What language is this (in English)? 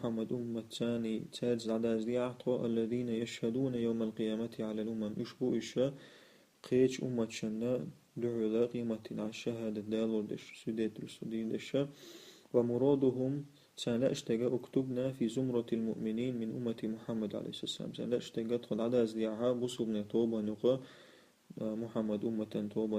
Chechen